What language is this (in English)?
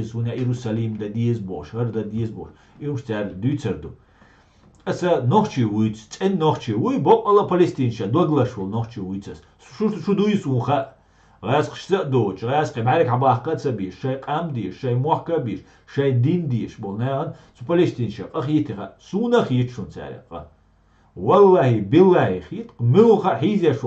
Chechen